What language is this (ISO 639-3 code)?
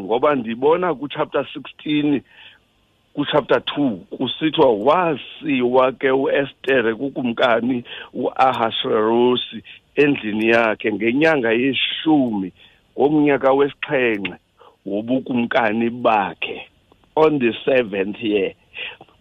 xho